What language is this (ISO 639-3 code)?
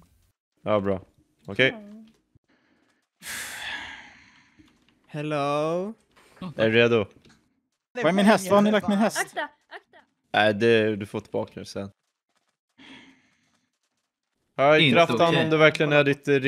swe